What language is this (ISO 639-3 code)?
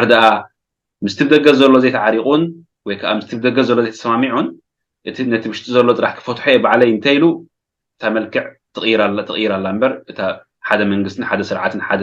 tir